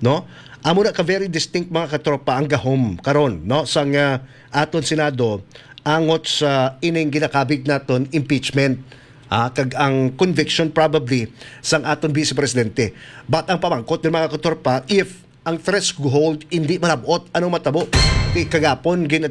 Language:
Hiligaynon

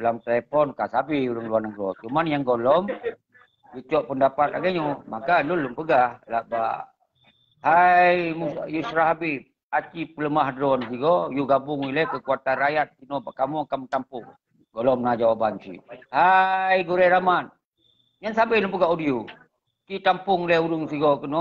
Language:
Achinese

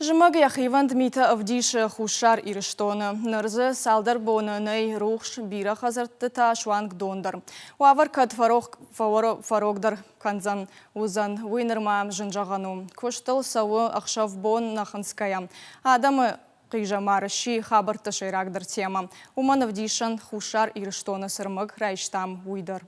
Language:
Ossetic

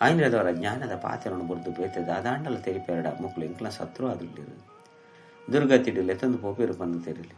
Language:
Tulu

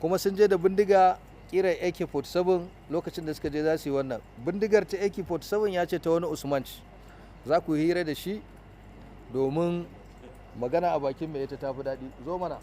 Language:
Hausa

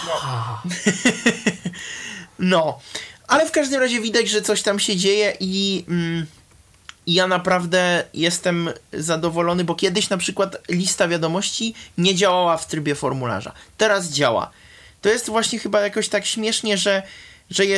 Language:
Polish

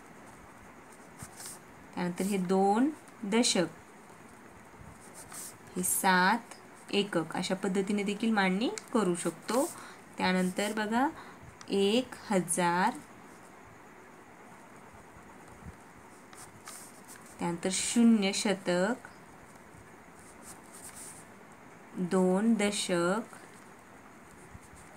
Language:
Marathi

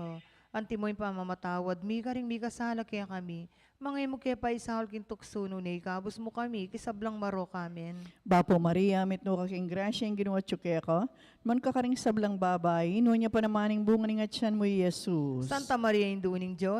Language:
Pampanga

